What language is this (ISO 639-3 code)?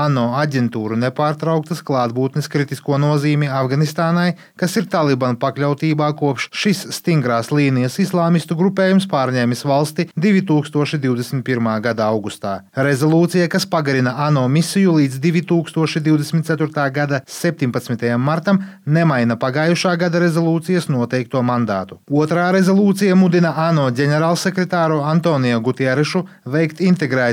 lav